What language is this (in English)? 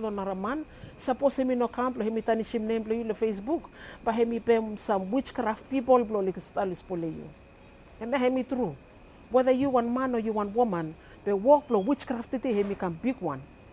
Bislama